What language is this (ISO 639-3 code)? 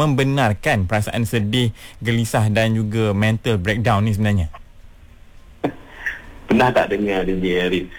msa